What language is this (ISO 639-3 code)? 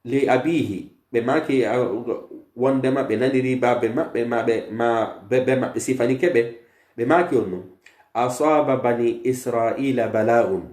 fuf